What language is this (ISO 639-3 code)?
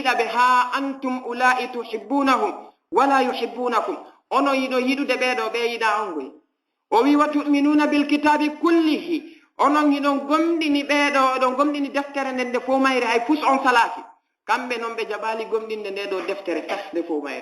ful